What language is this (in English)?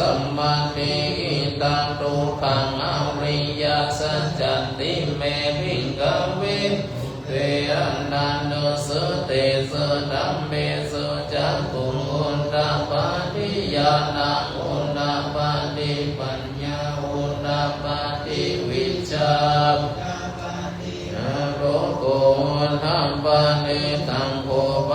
Pali